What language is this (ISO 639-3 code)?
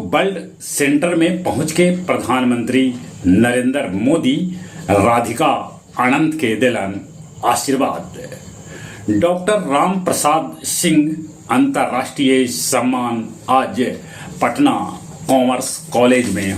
mag